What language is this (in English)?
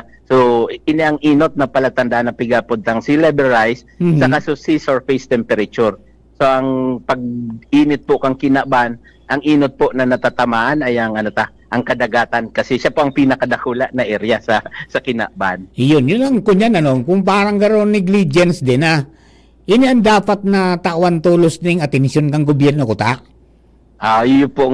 Bikol